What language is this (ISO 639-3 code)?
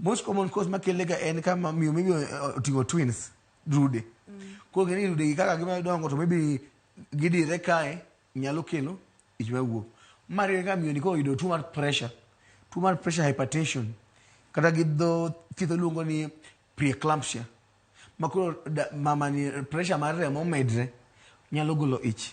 luo